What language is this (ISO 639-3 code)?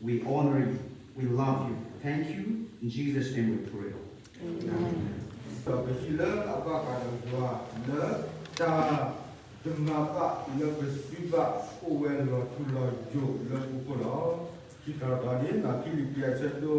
ksw